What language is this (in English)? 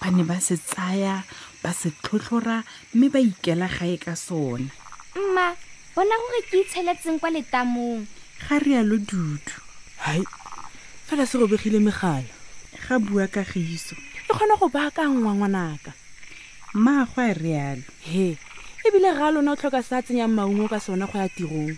Tswana